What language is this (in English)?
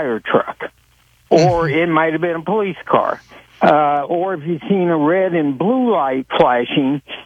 English